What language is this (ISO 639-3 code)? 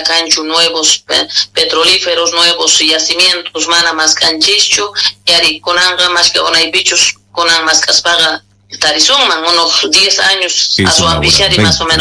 quh